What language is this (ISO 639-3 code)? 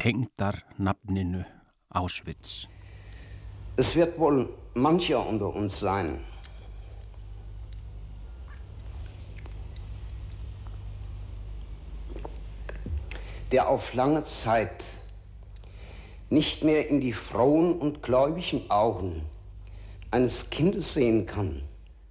isl